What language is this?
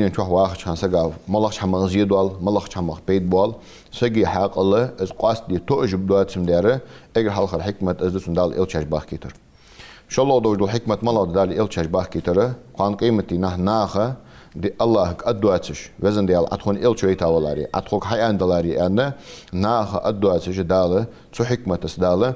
Ingush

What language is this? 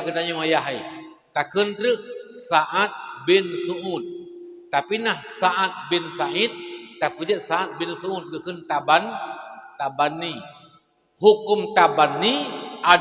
Achinese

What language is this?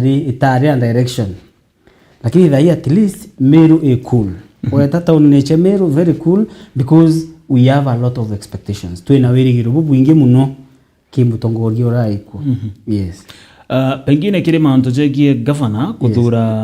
Meru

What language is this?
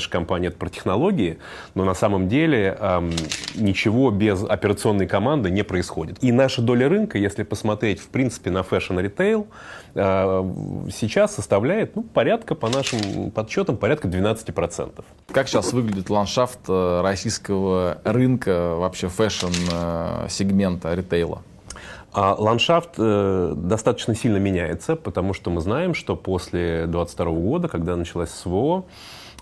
Russian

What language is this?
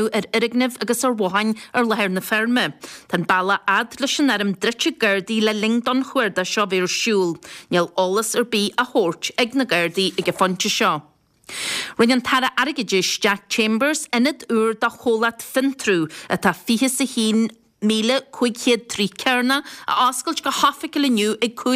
Irish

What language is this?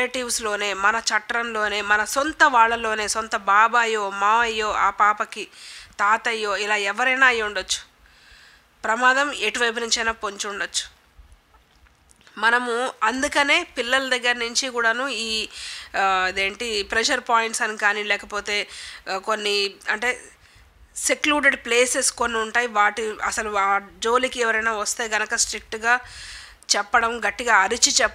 Telugu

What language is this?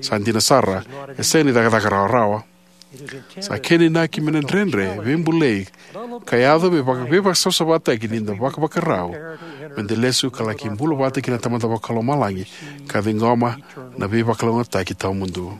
Fijian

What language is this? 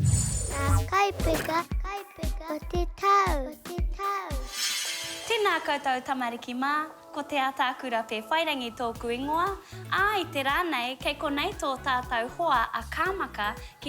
Māori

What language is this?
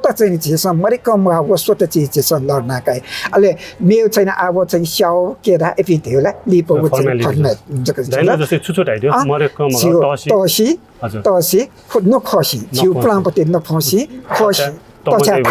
Newari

